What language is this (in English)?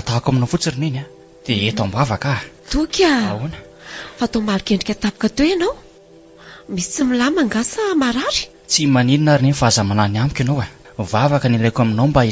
Malagasy